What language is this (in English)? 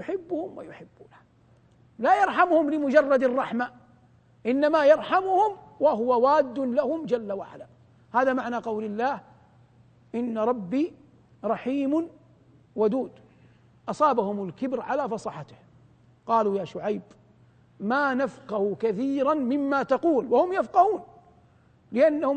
Arabic